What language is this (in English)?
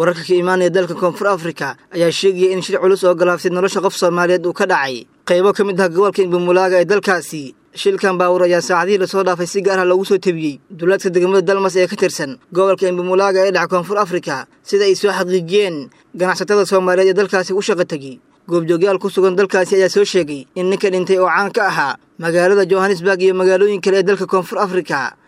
Somali